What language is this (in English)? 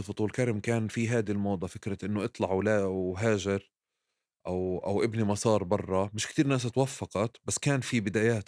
North Levantine Arabic